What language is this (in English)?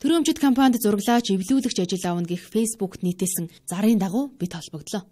Mongolian